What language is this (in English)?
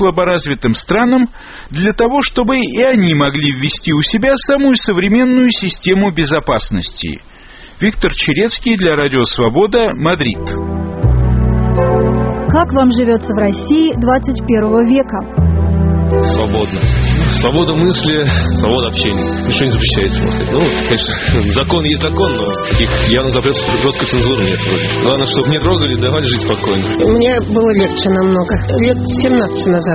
Russian